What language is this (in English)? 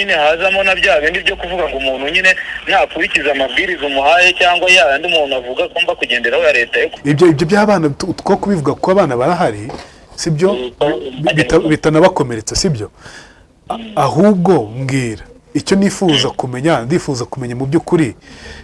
Kinyarwanda